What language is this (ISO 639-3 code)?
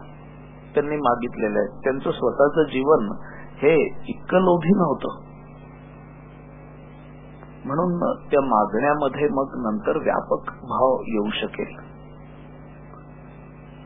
mar